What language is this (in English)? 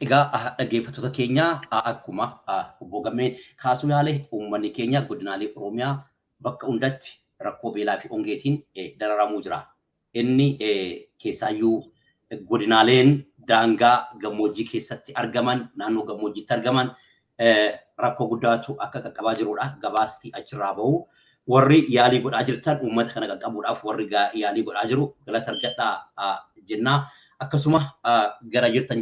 Oromo